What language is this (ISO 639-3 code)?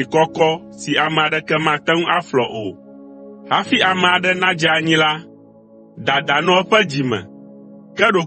ewe